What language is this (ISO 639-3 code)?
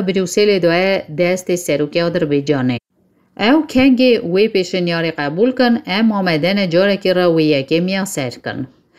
kur